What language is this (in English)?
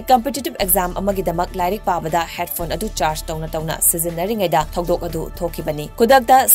Manipuri